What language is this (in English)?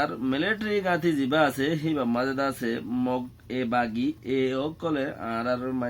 Rohingya